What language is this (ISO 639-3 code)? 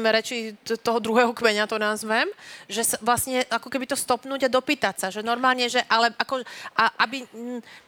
slk